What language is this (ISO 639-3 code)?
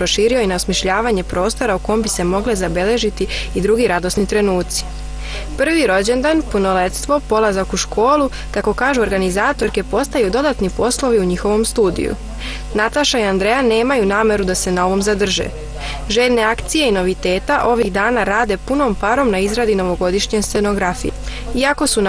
srp